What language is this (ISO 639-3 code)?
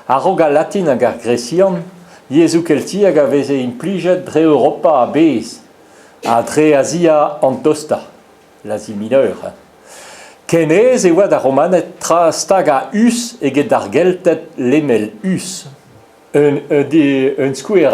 bre